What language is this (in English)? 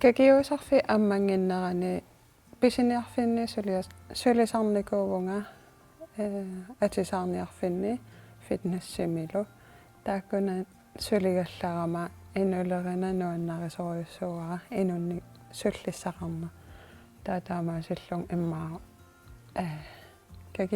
Kalaallisut